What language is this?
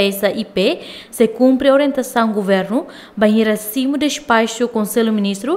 Tetum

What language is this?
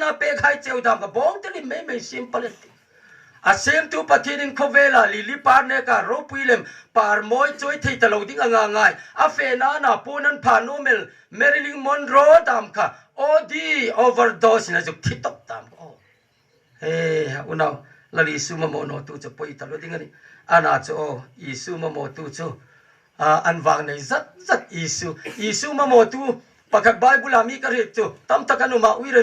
Hmar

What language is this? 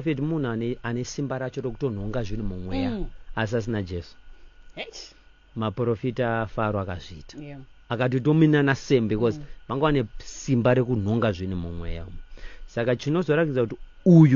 Shona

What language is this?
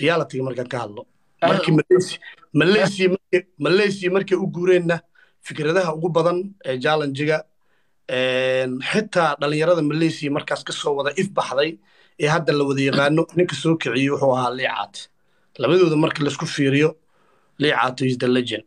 Somali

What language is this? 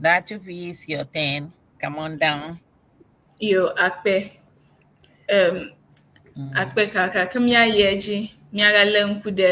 Ewe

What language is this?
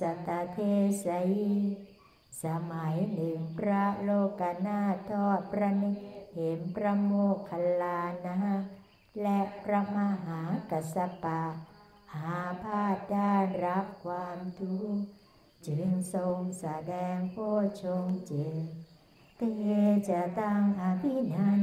Thai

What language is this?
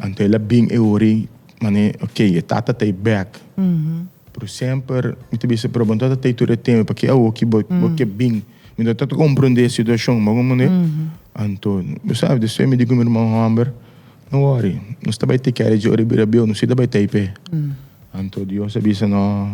Papiamento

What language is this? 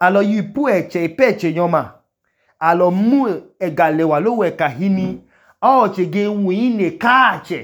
Idoma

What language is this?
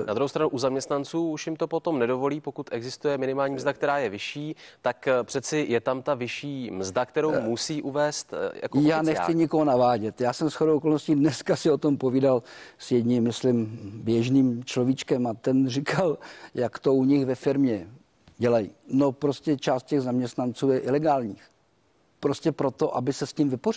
Czech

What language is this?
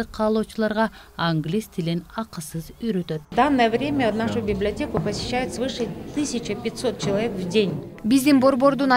Kyrgyz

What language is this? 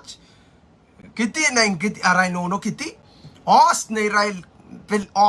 Pohnpeian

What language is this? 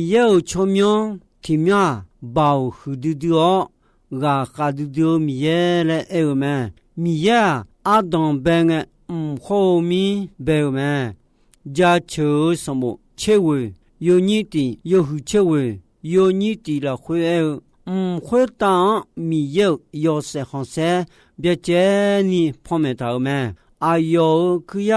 Akha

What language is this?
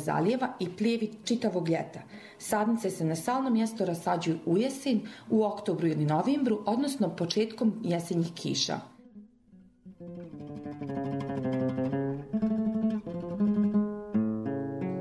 Bosnian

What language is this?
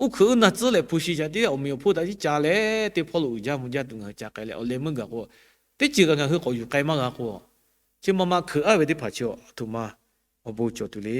Lahu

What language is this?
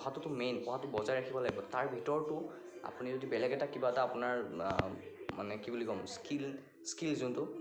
Assamese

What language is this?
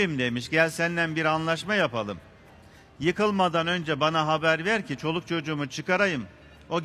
Turkish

